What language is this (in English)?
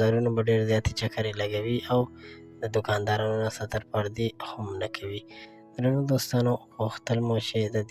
Pashto